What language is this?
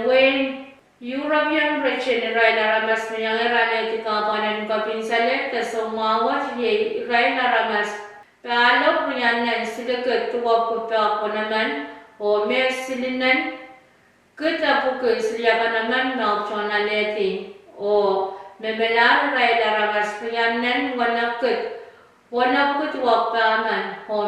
Pohnpeian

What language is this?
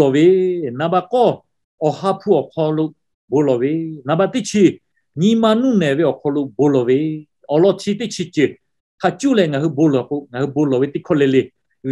Lahu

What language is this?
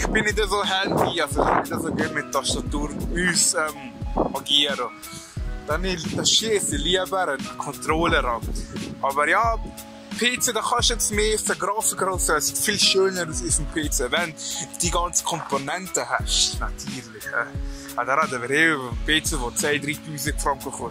Swiss German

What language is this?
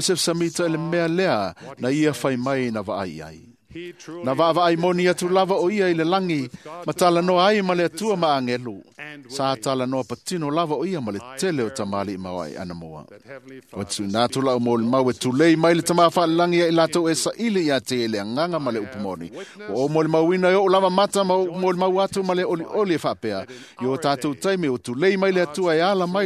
Samoan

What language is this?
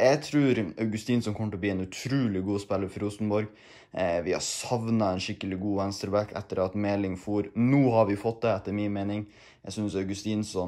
Norwegian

